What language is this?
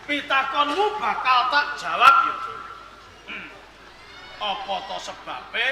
Javanese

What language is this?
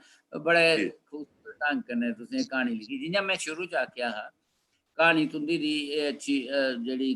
Dogri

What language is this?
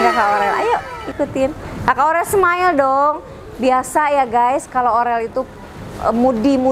Indonesian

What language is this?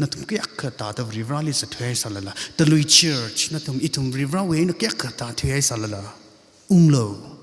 Tangkhul Naga (India)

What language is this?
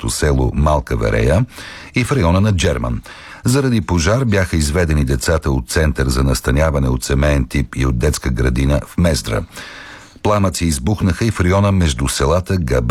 Bulgarian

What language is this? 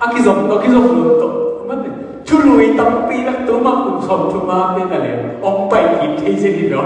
Tedim Chin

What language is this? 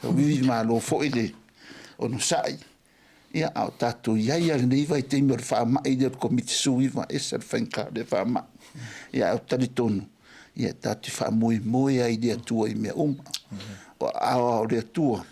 Samoan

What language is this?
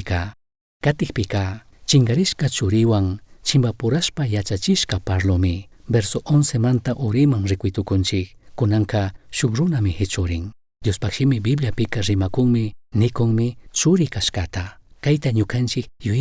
Chimborazo Highland Quichua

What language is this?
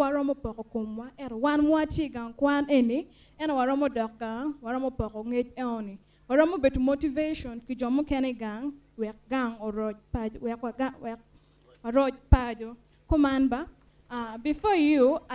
Acoli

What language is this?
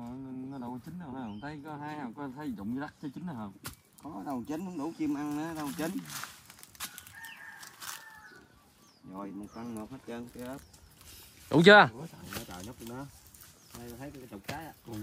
Vietnamese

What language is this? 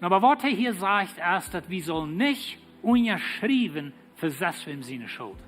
Plautdietsch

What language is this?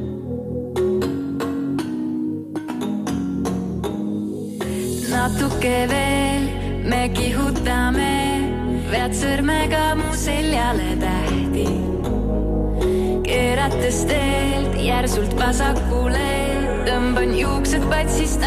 Estonian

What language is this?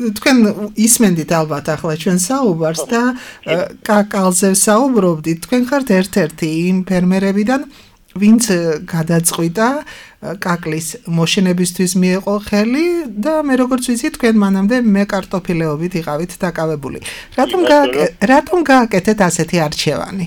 Georgian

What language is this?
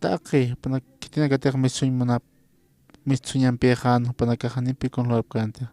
Aymara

